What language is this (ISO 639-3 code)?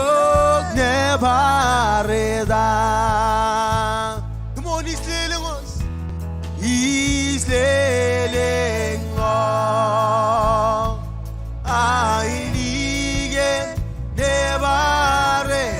mah